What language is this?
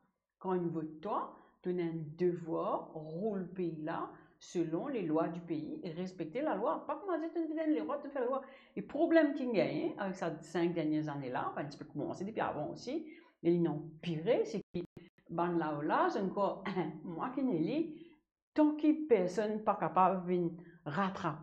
Morisyen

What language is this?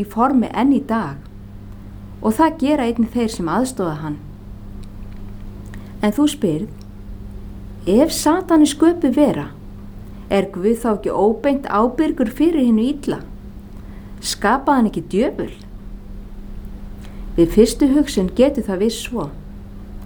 Icelandic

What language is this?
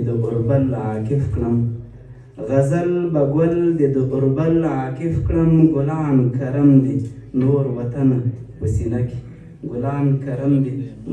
Pashto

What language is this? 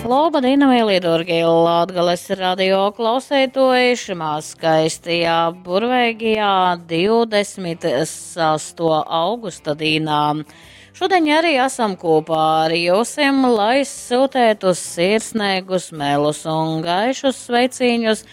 Latgalian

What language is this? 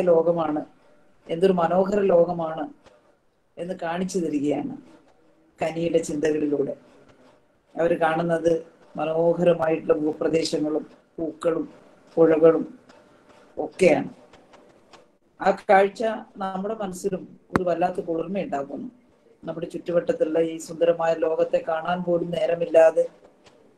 Malayalam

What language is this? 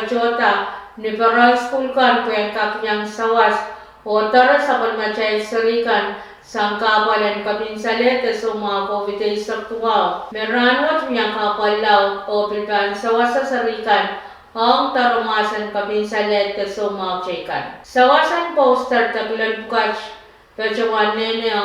Pohnpeian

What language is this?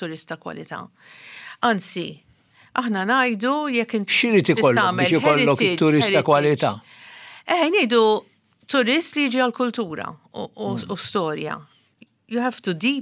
Maltese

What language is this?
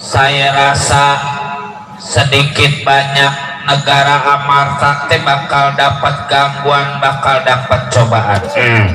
Betawi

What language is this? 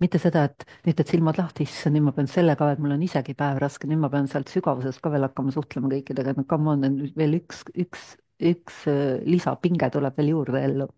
Estonian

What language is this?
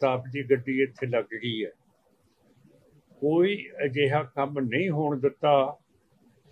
Punjabi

